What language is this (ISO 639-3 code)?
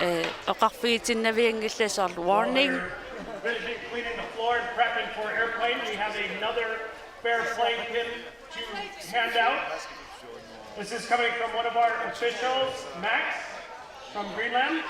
kal